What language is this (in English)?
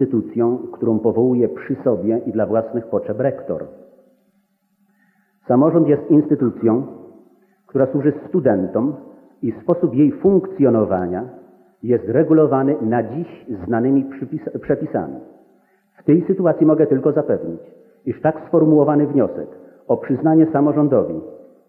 Polish